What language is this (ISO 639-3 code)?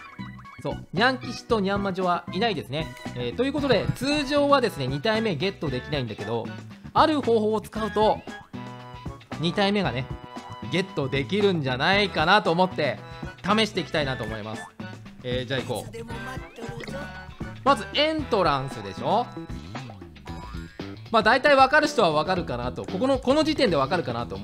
jpn